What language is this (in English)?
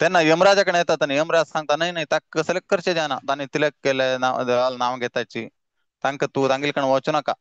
Konkani